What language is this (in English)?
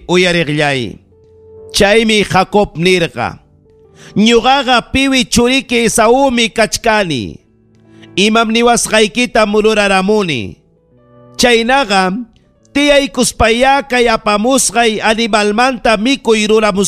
Ayacucho Quechua